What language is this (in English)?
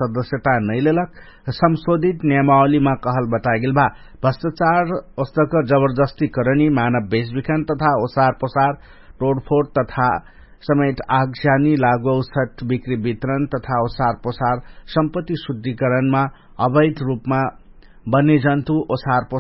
Dangaura Tharu